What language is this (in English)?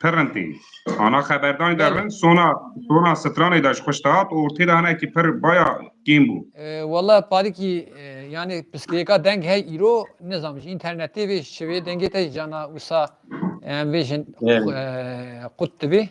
Kurdish